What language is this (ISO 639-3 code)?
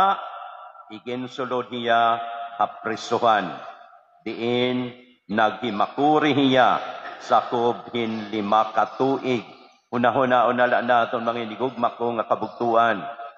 war